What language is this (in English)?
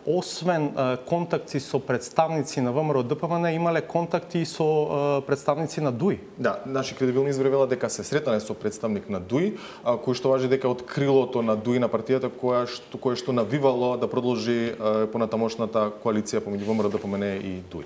Macedonian